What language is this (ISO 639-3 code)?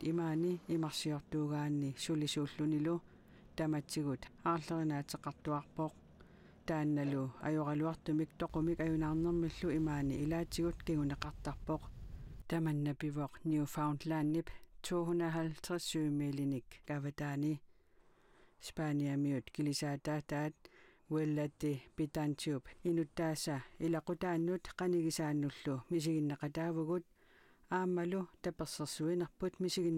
kal